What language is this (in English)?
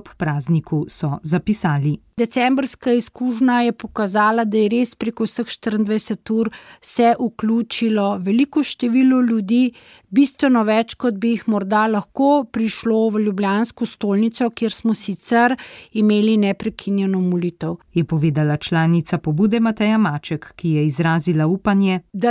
Slovenian